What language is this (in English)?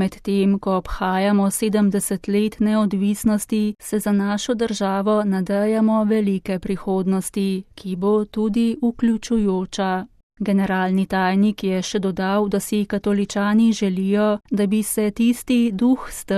Slovenian